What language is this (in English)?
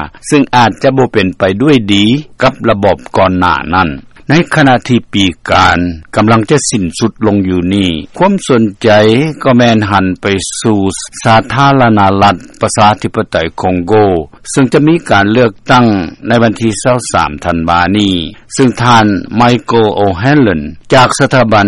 Lao